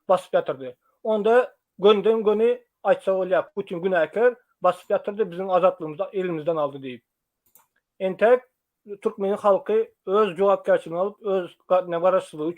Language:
Turkmen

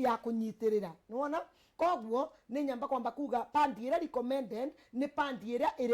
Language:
Kikuyu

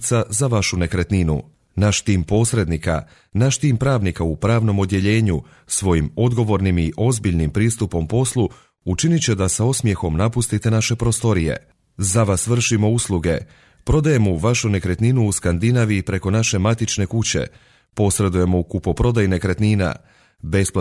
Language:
Croatian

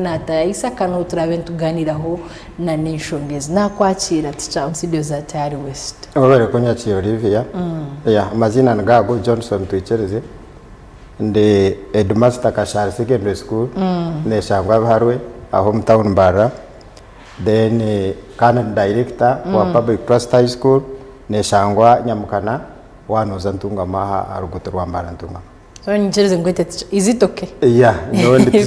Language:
Nyankole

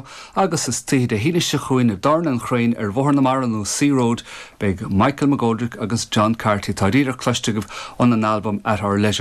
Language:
Irish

